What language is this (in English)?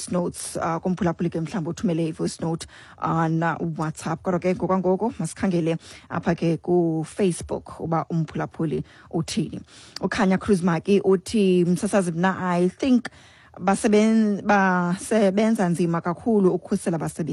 Xhosa